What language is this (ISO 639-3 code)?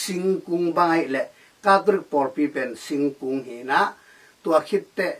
ctd